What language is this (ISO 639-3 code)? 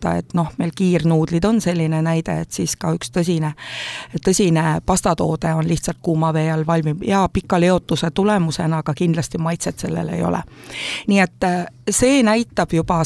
est